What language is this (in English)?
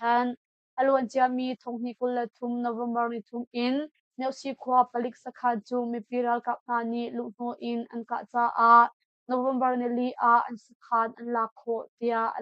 Hakha Chin